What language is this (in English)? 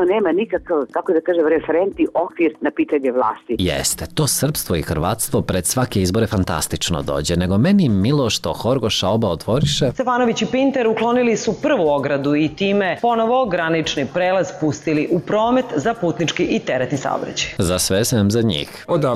Serbian